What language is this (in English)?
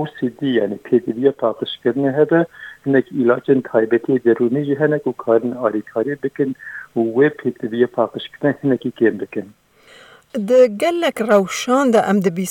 Kurdish